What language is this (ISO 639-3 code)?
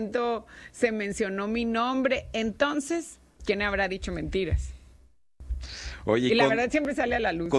spa